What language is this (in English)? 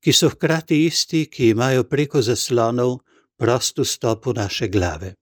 Slovenian